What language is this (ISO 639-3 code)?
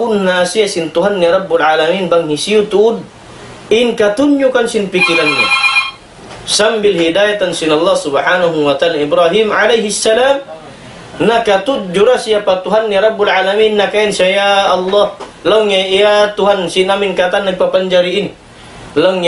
tsg